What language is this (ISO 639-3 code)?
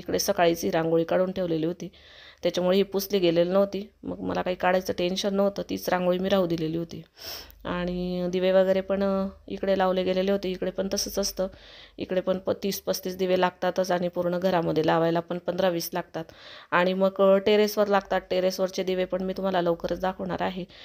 mar